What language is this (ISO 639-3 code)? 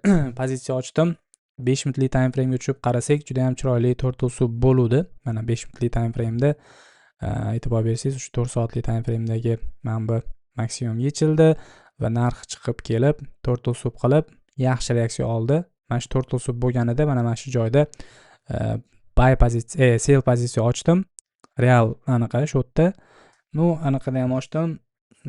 uzb